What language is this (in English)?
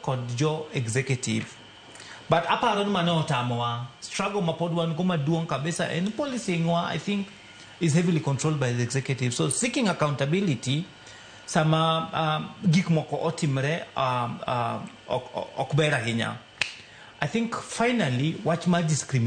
Luo (Kenya and Tanzania)